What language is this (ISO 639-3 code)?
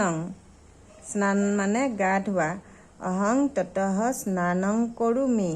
asm